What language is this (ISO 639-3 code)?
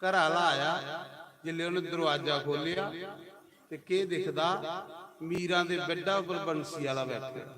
doi